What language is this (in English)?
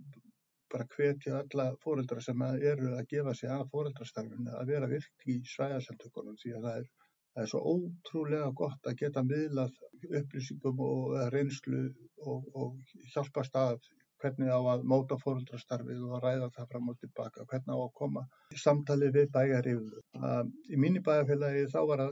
Icelandic